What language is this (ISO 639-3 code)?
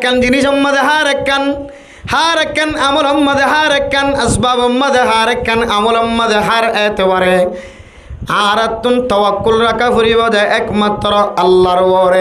rhg